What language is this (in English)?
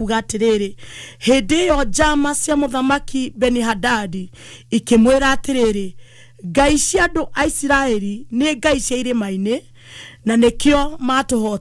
Kikuyu